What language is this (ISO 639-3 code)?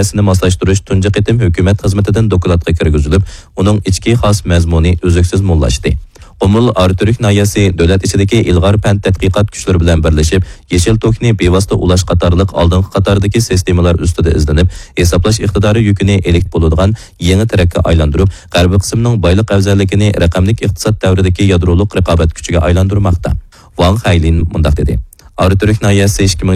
uig